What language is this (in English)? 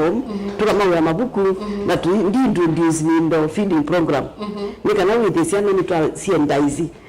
Kamba